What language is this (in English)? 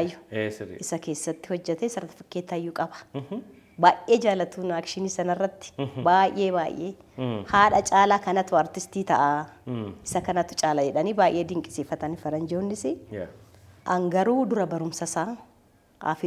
Oromo